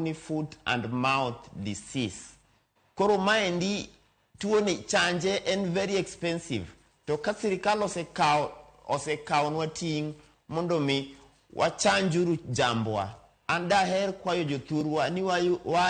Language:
Luo (Kenya and Tanzania)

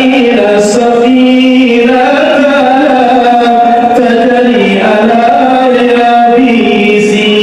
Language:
Minangkabau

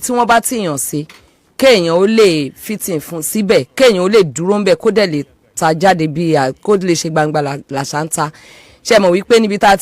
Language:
Yoruba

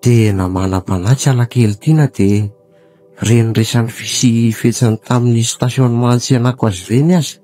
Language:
Malagasy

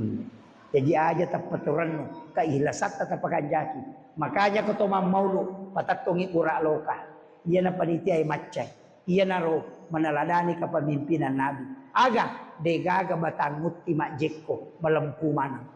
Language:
Buginese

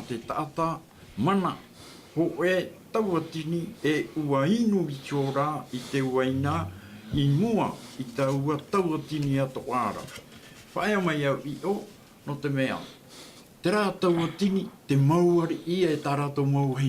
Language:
Tahitian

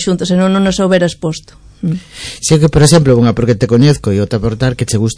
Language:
Galician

